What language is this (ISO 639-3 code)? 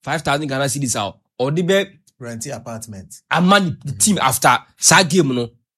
aka